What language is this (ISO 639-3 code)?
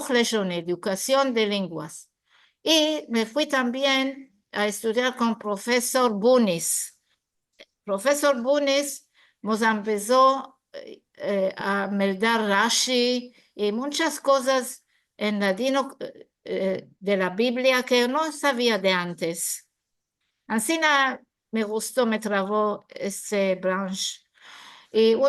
lad